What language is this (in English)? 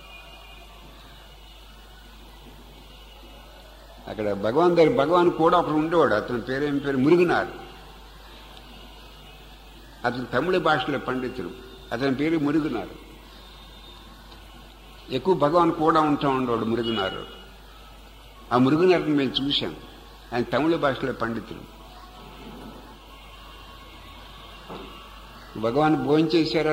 Telugu